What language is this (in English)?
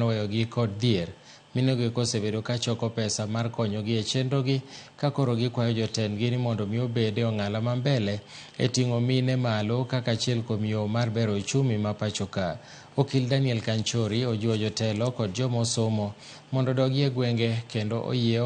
Luo (Kenya and Tanzania)